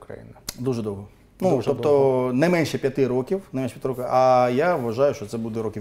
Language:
Ukrainian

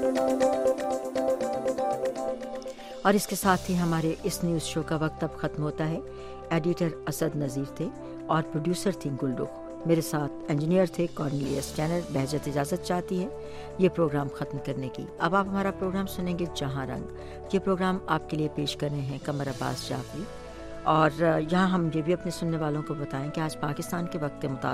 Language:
Urdu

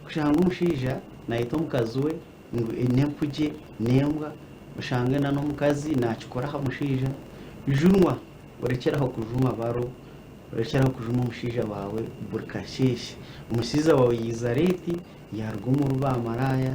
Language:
Nyankole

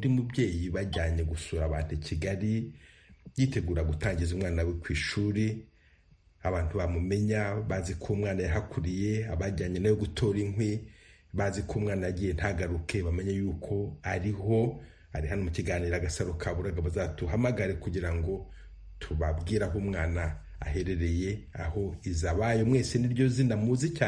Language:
Kinyarwanda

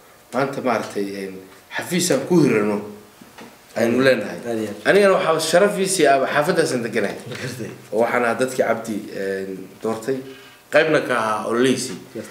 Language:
Somali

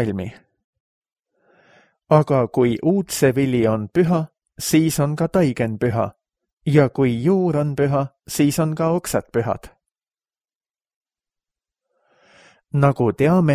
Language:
Estonian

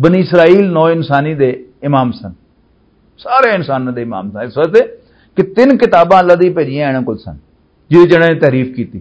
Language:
Western Panjabi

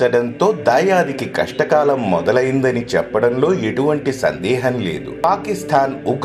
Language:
Telugu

